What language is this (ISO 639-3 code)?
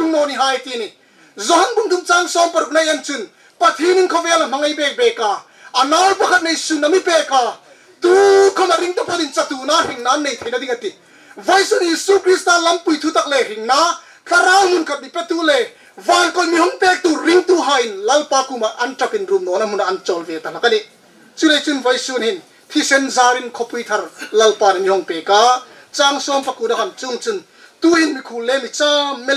hmr